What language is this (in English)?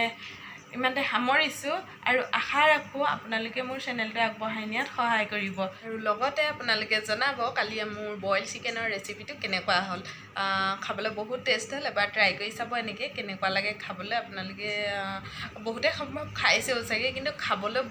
Assamese